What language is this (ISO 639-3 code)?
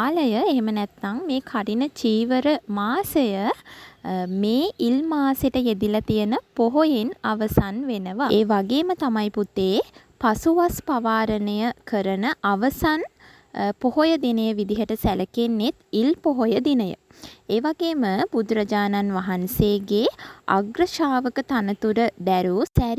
sin